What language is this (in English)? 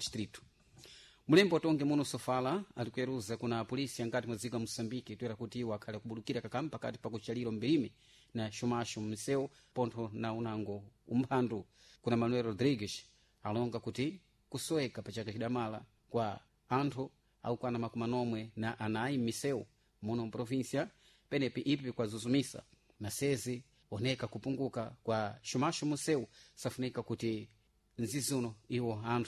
Sena